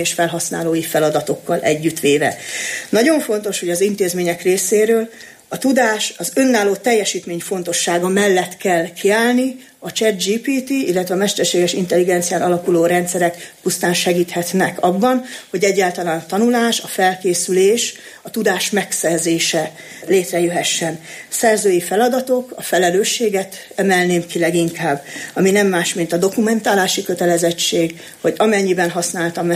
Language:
Hungarian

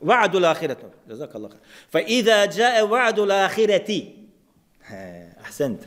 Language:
Bosnian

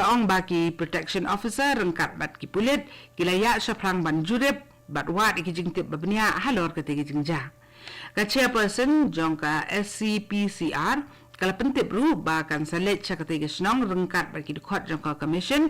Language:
Khasi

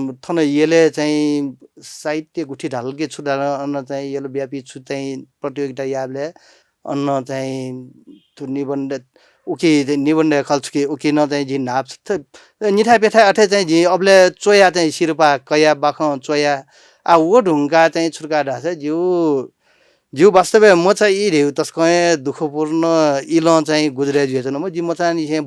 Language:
Newari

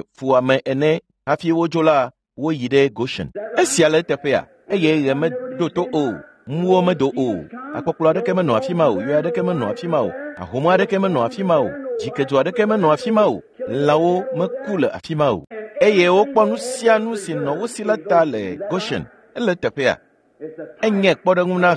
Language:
Ewe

